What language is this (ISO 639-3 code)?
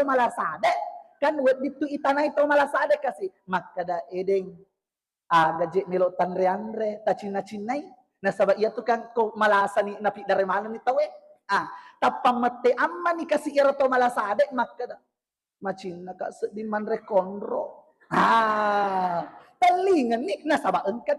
bug